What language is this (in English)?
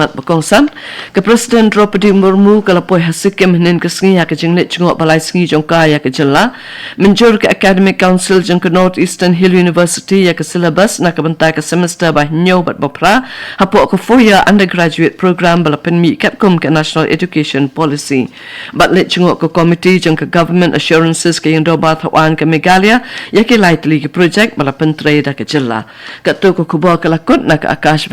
Khasi